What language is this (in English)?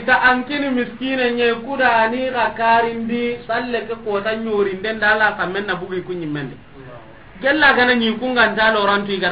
Soninke